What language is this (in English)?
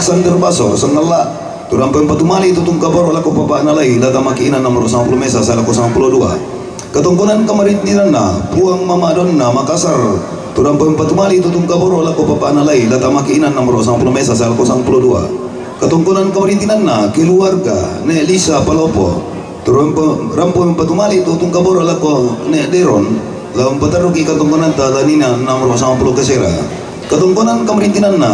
Toraja-Sa'dan